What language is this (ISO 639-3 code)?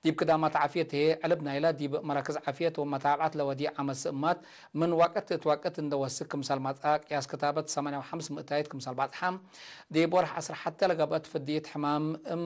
tig